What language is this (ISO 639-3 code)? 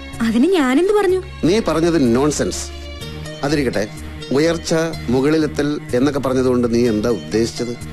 mal